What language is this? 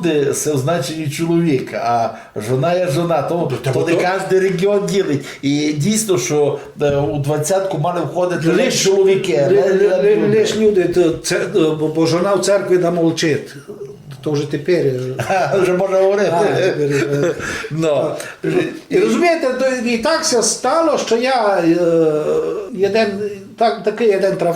Rusyn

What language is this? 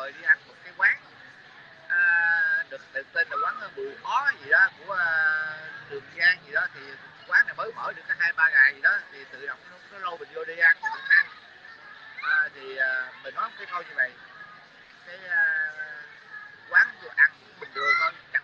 Vietnamese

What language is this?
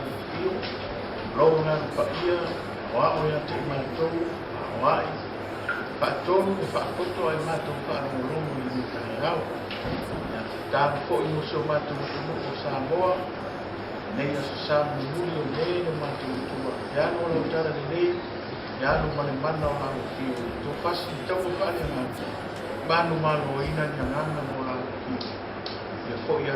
Samoan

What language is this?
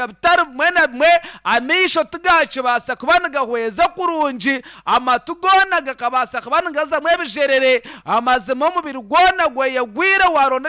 Nyankole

